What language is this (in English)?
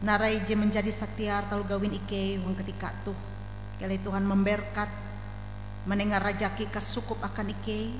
Ngaju